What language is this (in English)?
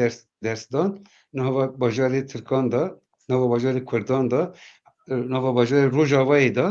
Kurdish